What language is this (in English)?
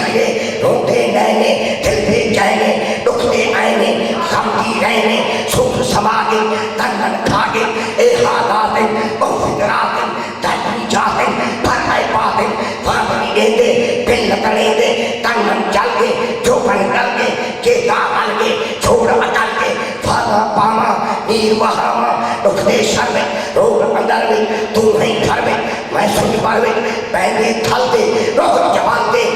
Saraiki